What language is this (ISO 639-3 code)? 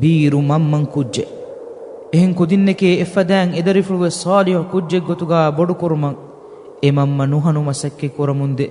div